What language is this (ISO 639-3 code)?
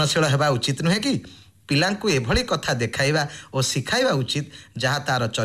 ori